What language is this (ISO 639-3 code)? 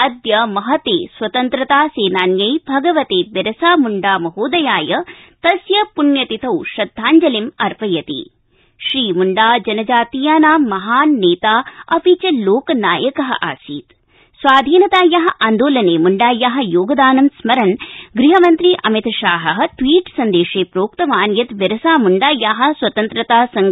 san